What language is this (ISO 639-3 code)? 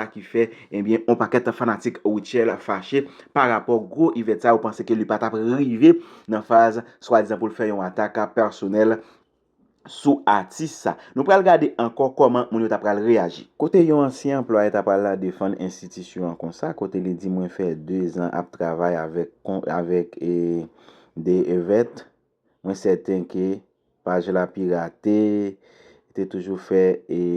hat